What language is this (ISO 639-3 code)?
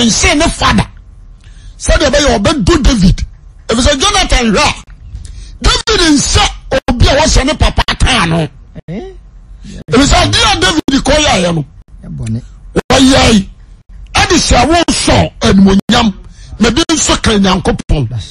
aka